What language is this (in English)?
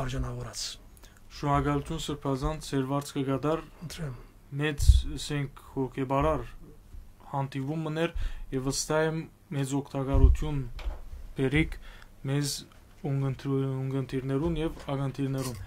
Western Armenian